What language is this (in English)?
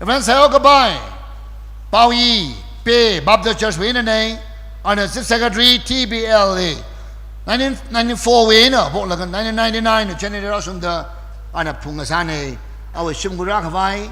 Tangkhul Naga (India)